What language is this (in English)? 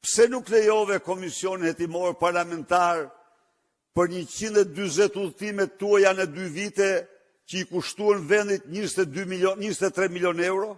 Albanian